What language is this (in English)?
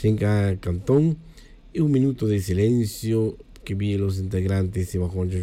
Tz'utujil